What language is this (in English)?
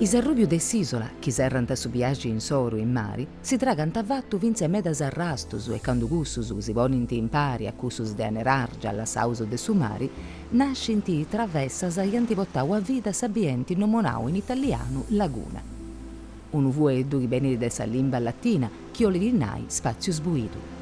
Sardinian